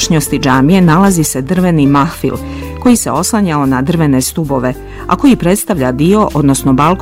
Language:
Bosnian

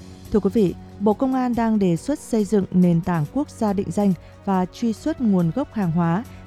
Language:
Vietnamese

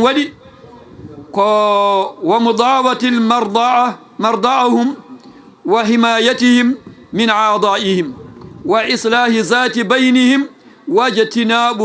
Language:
Fula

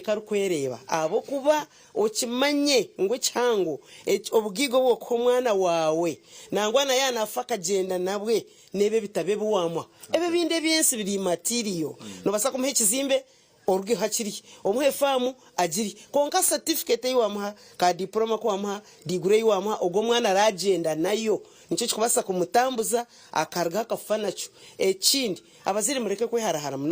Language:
Nyankole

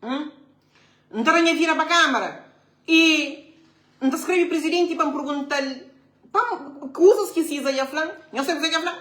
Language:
Kabuverdianu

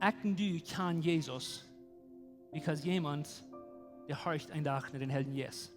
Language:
Plautdietsch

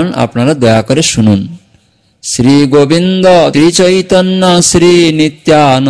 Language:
Bangla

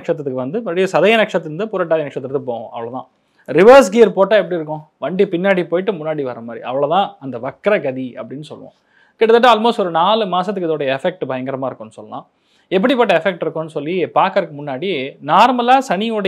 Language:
Tamil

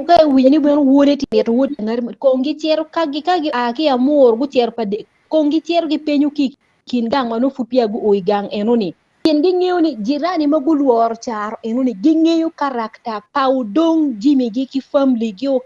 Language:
Acoli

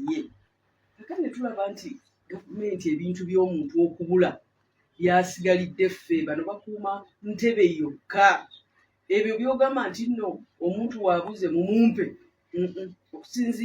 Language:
Ganda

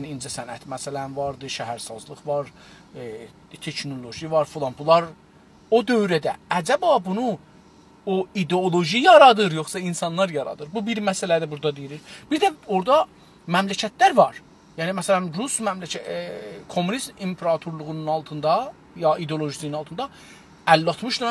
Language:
South Azerbaijani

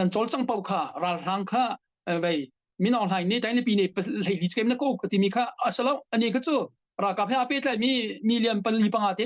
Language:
Hakha Chin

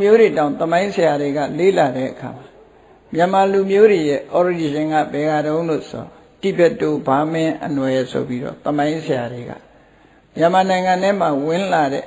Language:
Burmese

